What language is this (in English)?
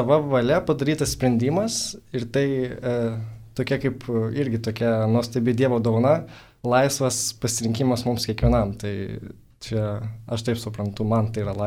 Lithuanian